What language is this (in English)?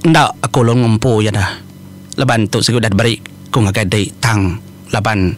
Iban